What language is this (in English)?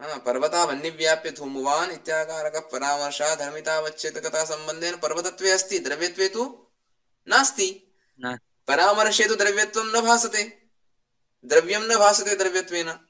Sanskrit